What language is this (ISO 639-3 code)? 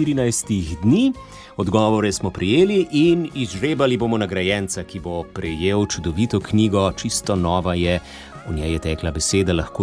slv